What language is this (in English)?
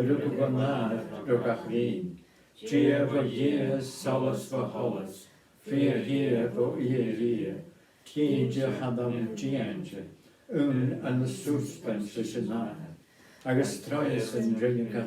Scottish Gaelic